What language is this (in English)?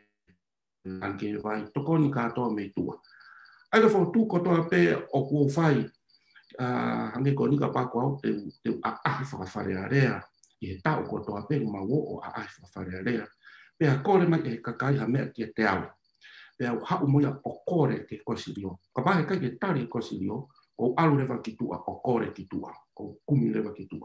Tongan